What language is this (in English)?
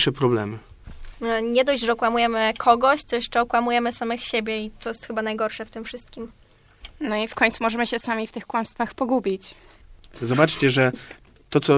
Polish